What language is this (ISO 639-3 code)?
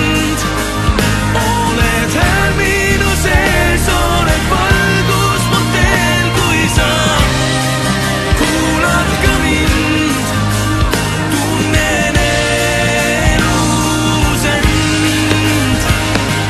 est